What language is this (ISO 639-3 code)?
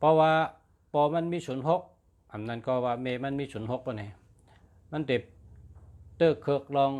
shn